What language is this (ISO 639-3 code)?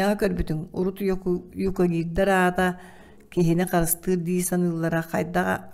sah